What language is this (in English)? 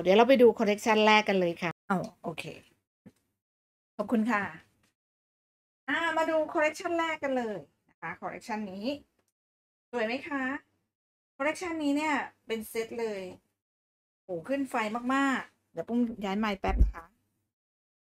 Thai